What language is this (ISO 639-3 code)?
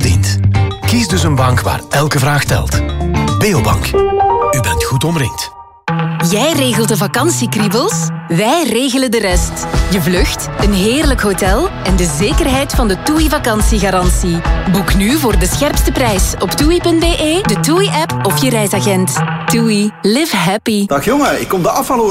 nld